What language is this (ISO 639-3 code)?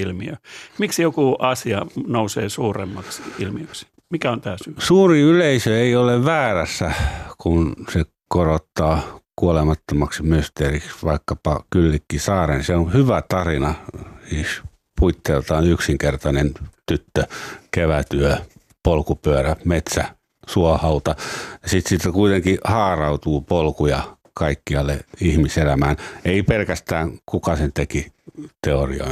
fin